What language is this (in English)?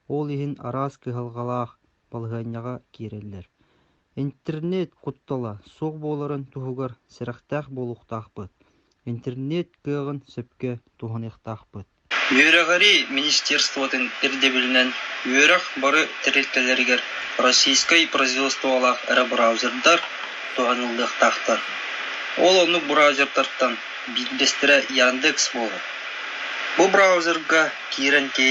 Yakut